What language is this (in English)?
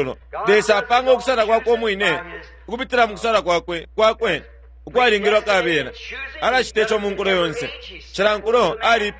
Bemba